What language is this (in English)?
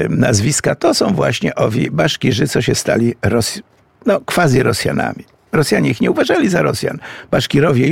Polish